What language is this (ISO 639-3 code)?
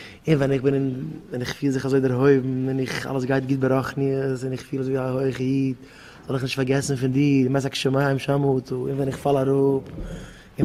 yid